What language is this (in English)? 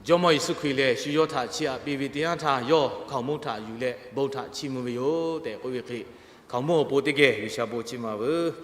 Lahu